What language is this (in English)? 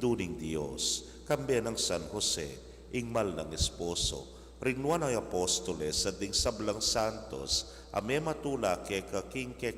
Pampanga